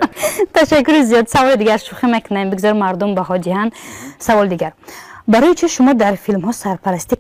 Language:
Tajik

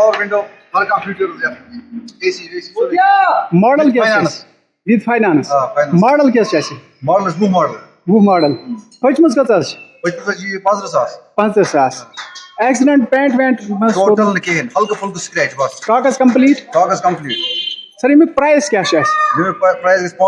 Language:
Kashmiri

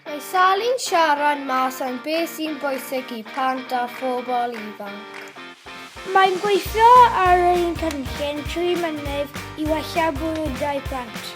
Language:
Welsh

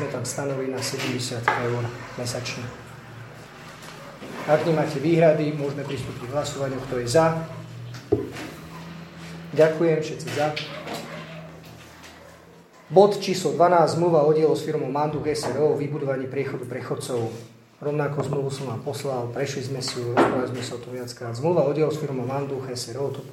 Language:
Slovak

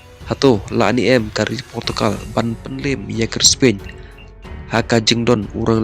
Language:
Khasi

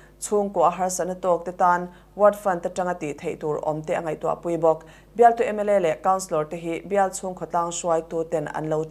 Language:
Mizo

